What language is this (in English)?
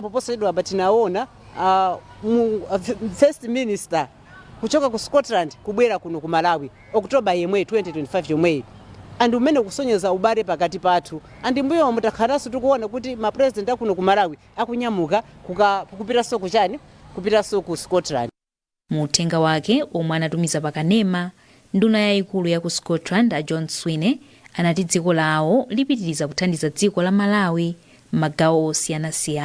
Nyanja